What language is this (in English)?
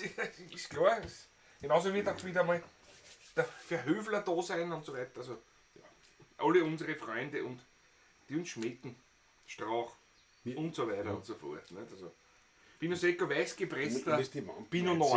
Bavarian